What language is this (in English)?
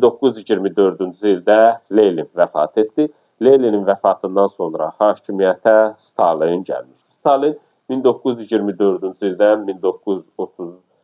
Azerbaijani